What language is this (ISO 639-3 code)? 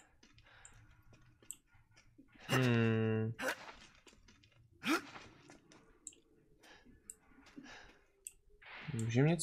ces